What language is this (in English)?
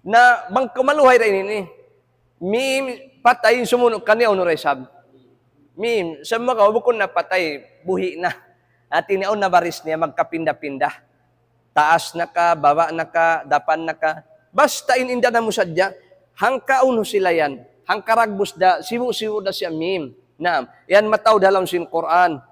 Tausug